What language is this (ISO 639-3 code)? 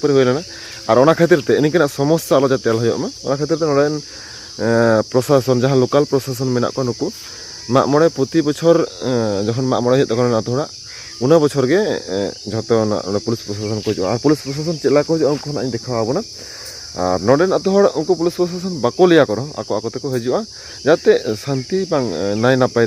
sat